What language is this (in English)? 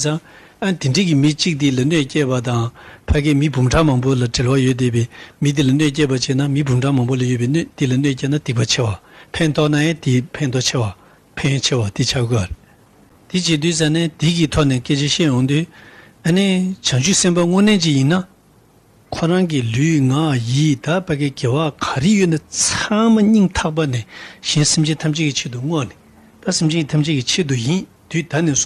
Tibetan